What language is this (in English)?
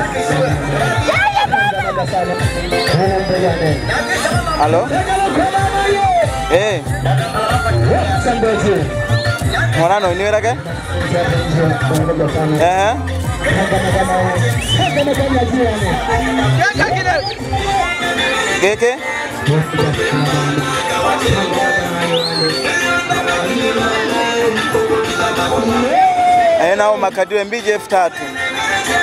Swahili